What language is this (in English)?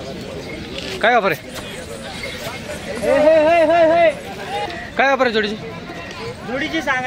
Marathi